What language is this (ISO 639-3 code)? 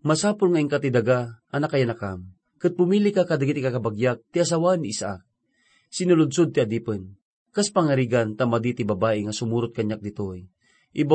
ilo